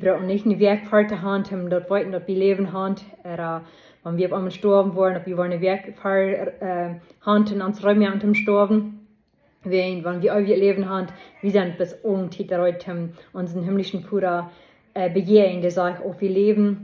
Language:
Plautdietsch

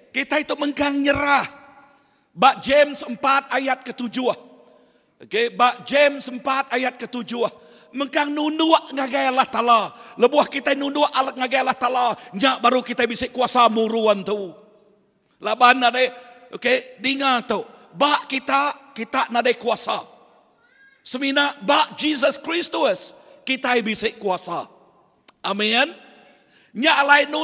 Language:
Iban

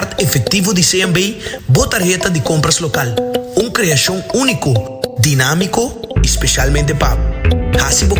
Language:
Papiamento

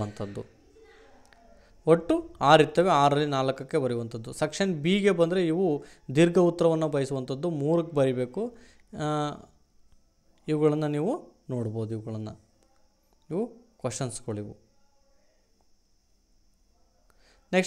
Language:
Kannada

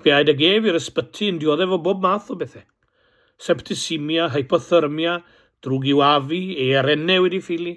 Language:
Welsh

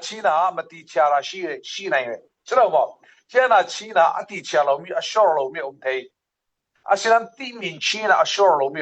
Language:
Falam Chin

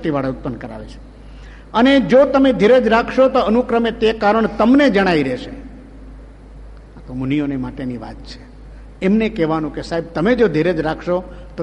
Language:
Gujarati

